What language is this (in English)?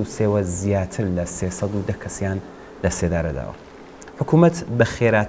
Central Kurdish